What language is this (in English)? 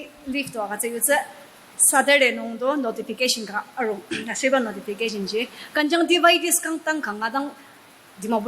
Ao Naga